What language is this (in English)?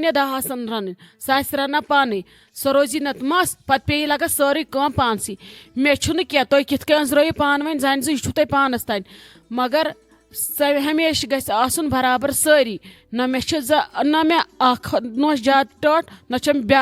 Kashmiri